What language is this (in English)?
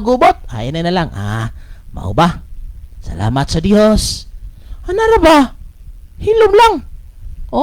Cebuano